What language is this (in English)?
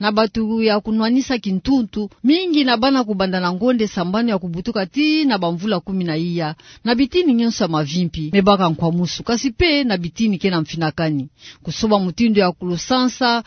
Kituba (Democratic Republic of Congo)